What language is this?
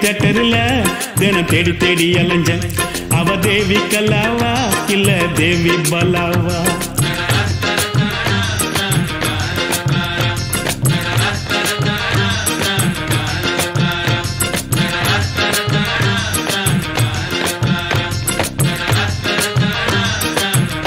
Tamil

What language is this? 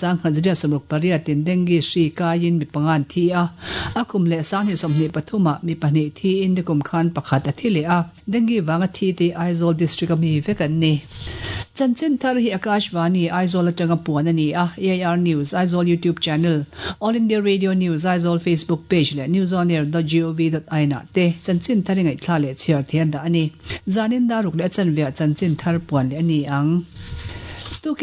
Mizo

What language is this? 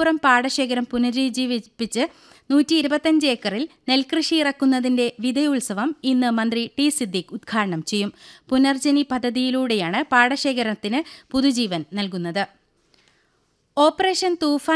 Malayalam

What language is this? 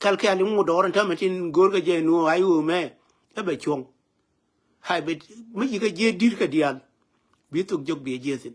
Nuer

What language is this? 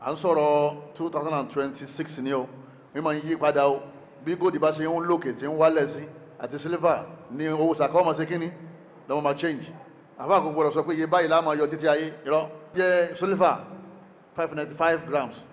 Yoruba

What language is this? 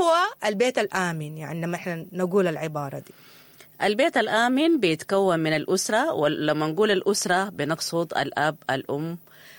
Sudanese Arabic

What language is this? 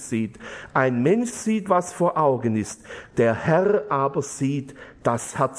German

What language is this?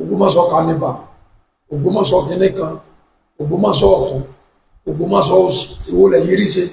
Yoruba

